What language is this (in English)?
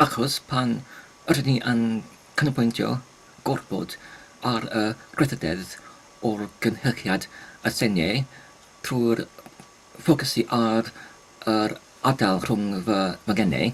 Welsh